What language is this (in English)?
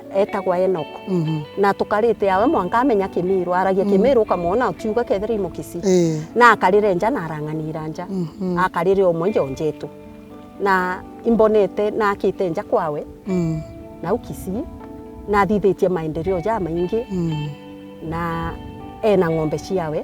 Meru